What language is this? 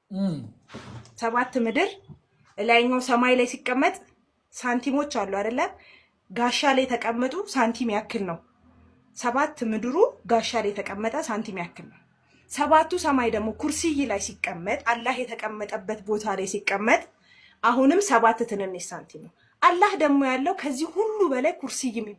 Amharic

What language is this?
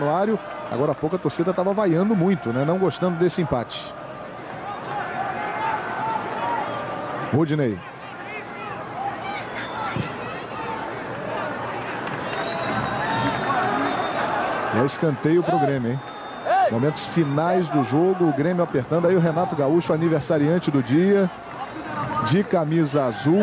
Portuguese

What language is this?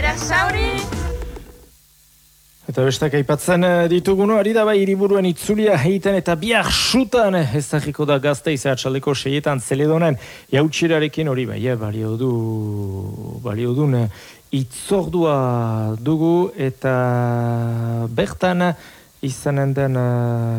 Basque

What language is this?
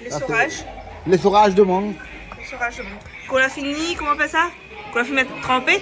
Réunion Creole French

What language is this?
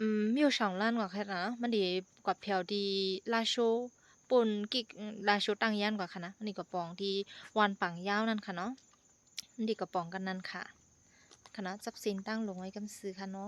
Shan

